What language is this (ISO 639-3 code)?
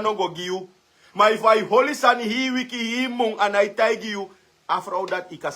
srn